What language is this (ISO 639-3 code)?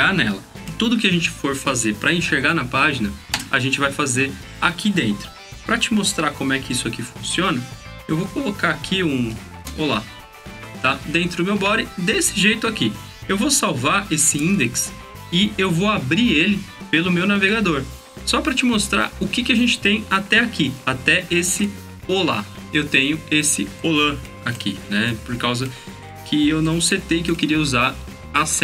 por